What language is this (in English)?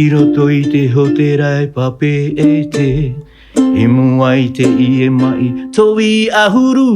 Tahitian